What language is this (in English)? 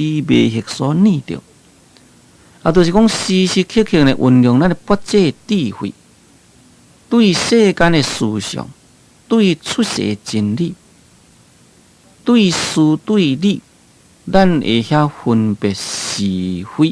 Min Nan Chinese